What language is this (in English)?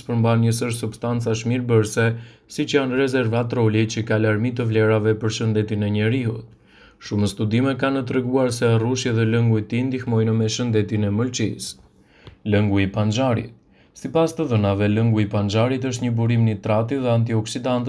Albanian